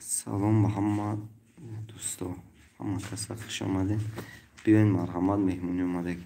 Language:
Tajik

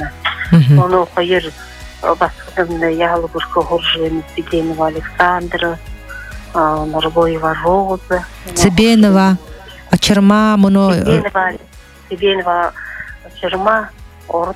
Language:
Buriat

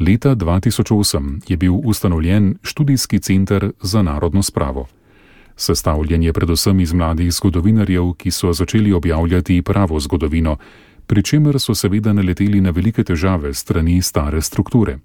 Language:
Slovenian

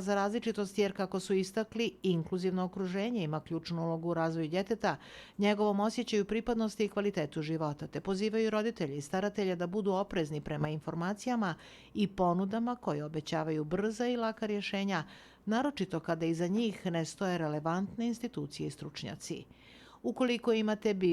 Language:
Bosnian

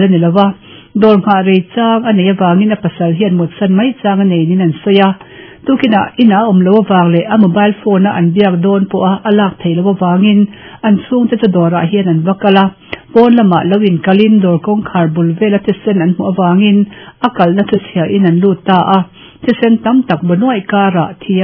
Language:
Mizo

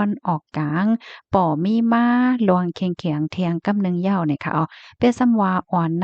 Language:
Shan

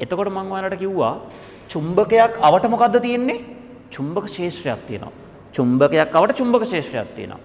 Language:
Sinhala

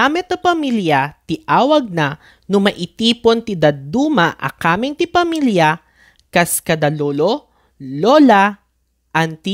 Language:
Iloko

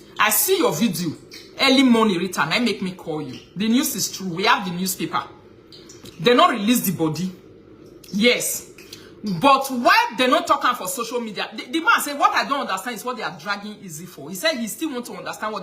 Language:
Nigerian Pidgin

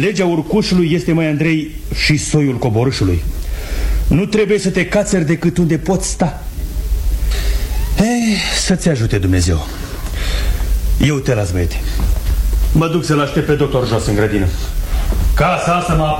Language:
Romanian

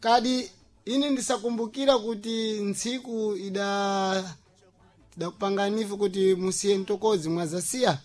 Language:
Sena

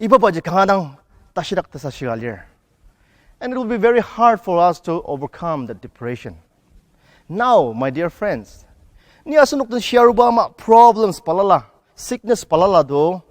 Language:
Ao Naga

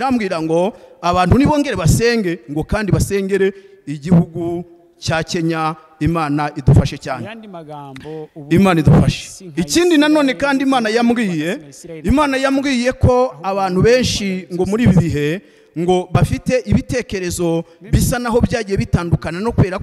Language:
Kinyarwanda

